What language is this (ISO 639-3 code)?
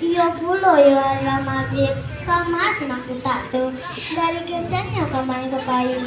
min